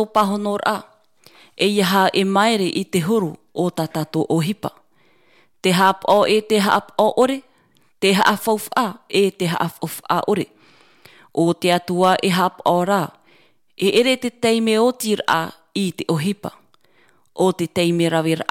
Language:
Tahitian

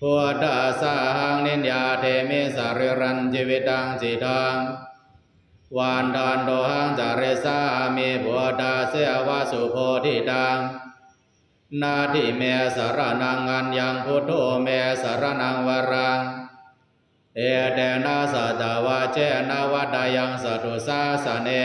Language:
Pali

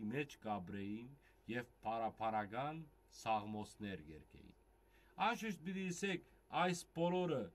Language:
Western Armenian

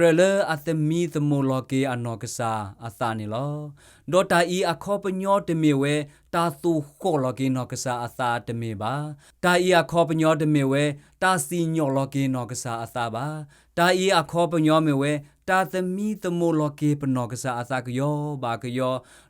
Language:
S'gaw Karen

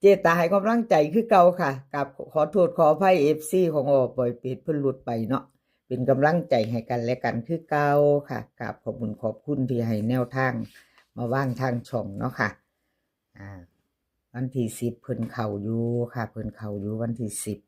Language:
Northeastern Thai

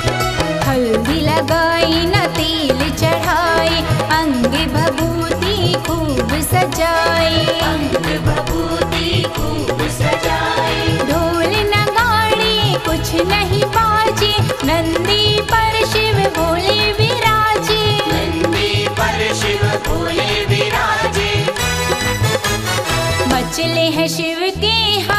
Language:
Chhattisgarhi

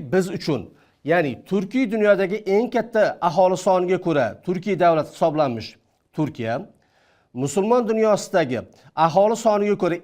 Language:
Uzbek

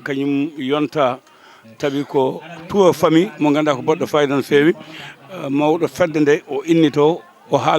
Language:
Fula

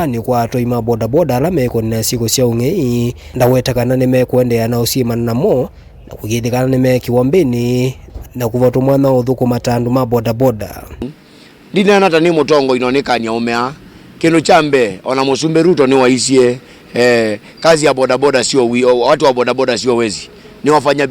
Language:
Kamba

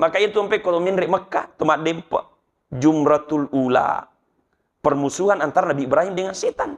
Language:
Buginese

